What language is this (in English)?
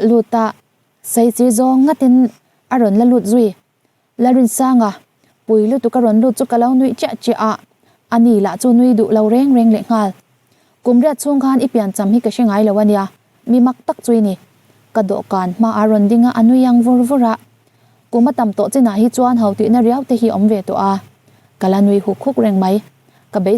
Mizo